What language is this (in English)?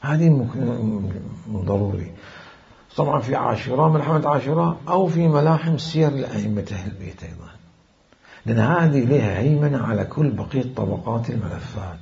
Mesopotamian Arabic